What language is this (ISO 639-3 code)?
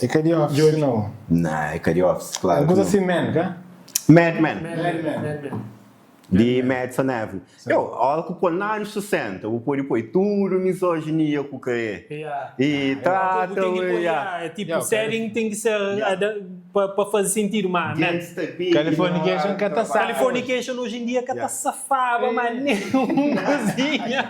kea